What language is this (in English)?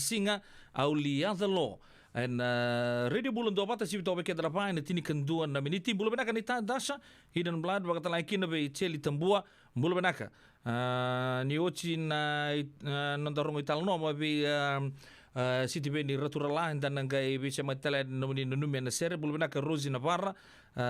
Fijian